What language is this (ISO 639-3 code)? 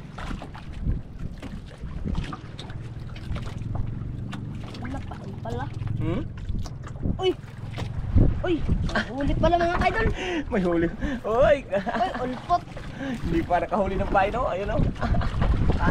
fil